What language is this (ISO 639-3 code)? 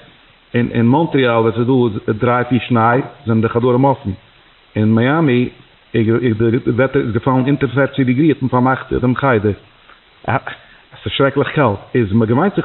yid